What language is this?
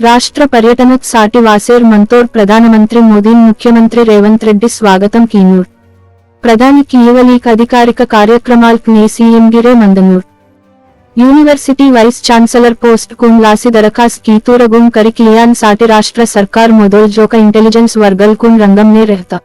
Gondi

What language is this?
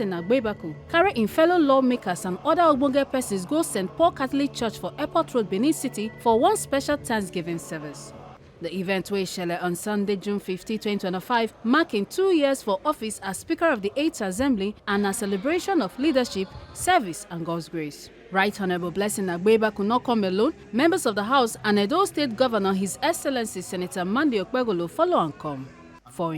Nigerian Pidgin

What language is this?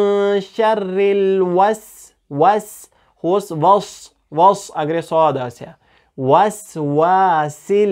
Kashmiri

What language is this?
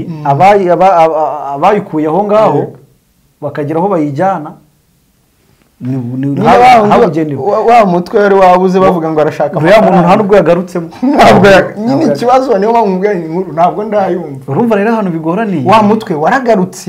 Kinyarwanda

